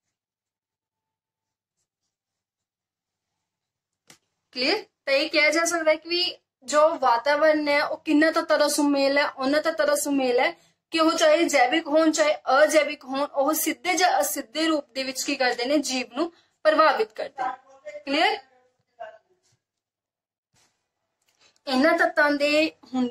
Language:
Punjabi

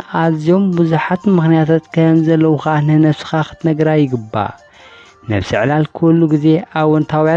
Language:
Tigrinya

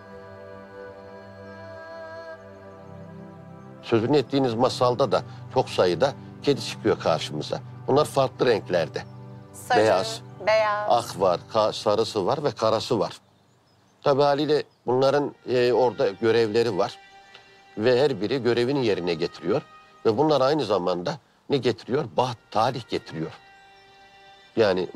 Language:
Turkish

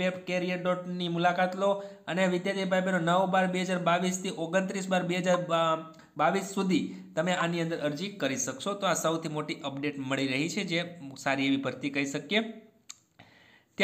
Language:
Gujarati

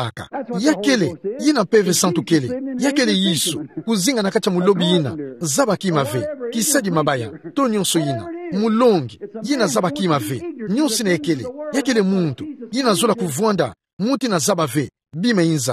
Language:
Kituba (Democratic Republic of Congo)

